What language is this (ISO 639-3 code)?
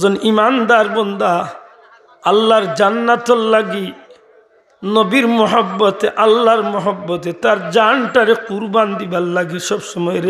syl